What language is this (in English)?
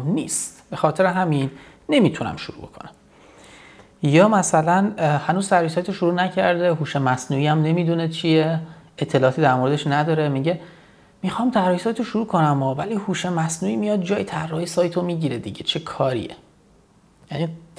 Persian